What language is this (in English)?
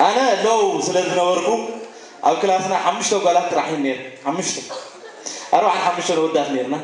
Tigrinya